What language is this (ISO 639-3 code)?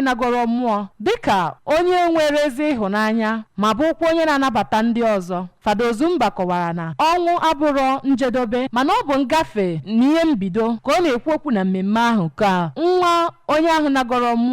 ibo